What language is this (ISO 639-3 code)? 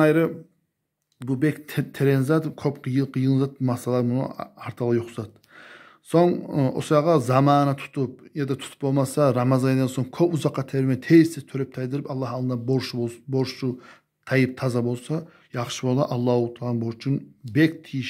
kum